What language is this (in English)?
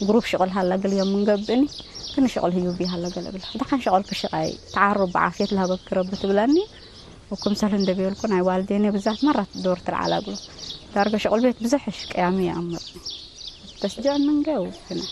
Tigre